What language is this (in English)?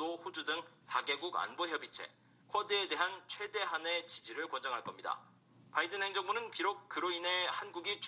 Korean